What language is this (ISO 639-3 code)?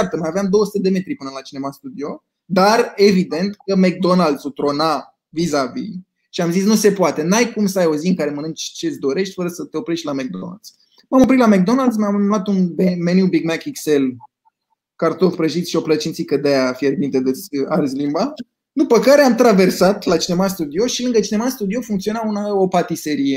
ron